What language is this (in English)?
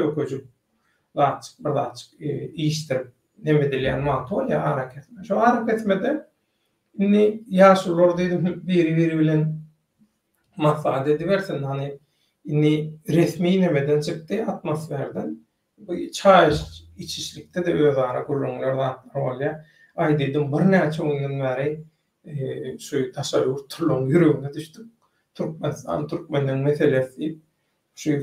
Turkmen